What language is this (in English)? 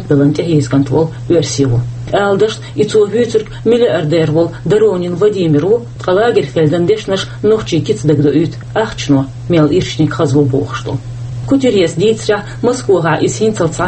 Chechen